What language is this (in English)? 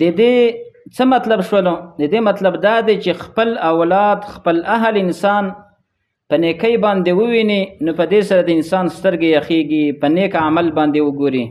Pashto